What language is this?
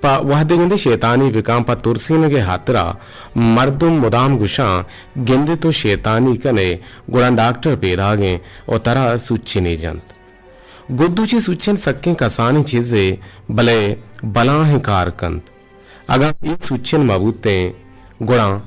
Eastern Balochi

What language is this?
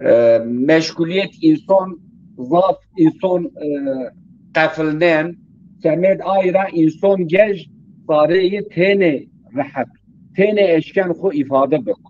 Zaza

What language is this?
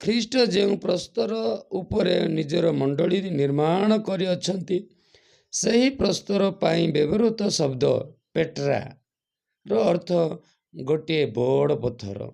Odia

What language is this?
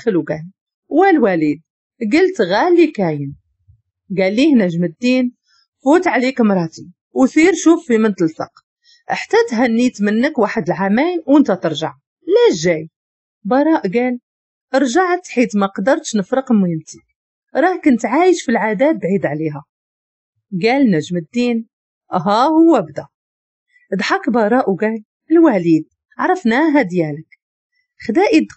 Moroccan Arabic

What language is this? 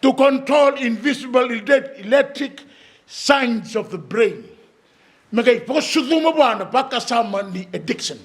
Fijian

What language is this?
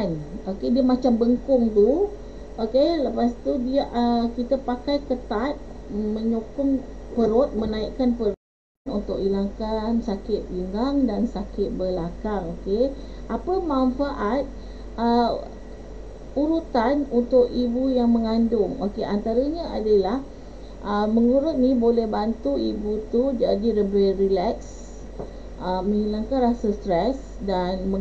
Malay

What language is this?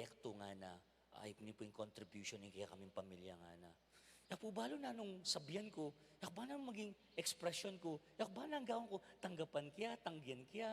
Pampanga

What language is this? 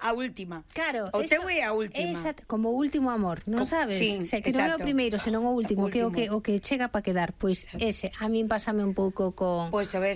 Galician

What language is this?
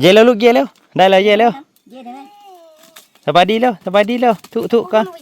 Northeastern Thai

